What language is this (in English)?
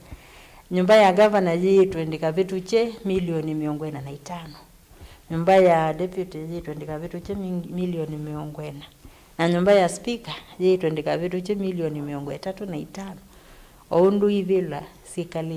Kamba